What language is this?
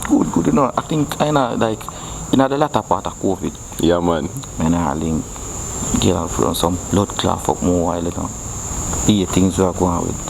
Jamaican Creole English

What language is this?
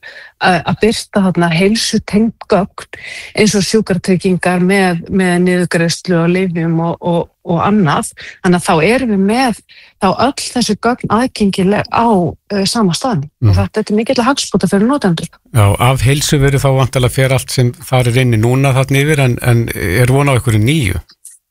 Icelandic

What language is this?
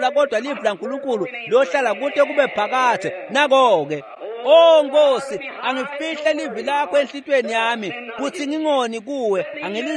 Swati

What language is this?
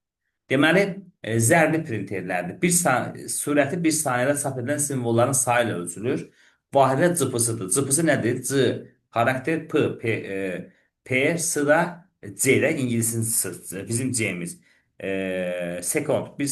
Azerbaijani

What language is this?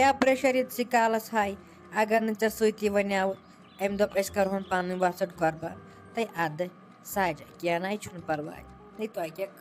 Kashmiri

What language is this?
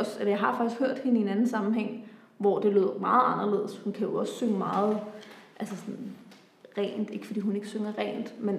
Danish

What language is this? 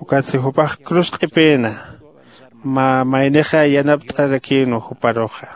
Aymara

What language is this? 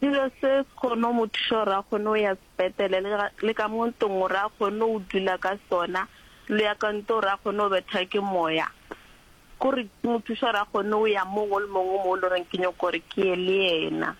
Northern Sotho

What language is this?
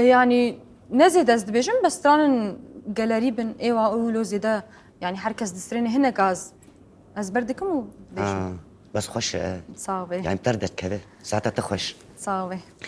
Kurdish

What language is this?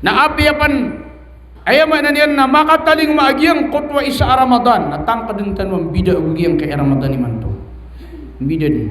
Maranao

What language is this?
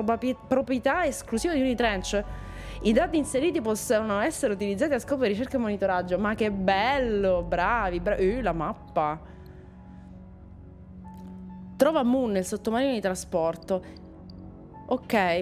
Italian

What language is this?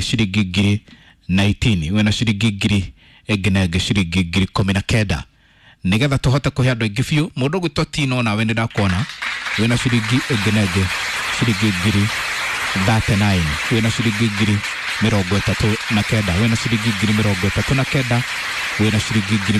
Kikuyu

